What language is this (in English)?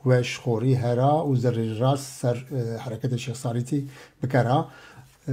Zaza